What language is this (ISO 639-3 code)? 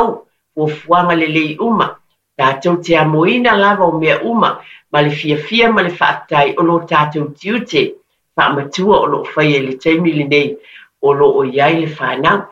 smo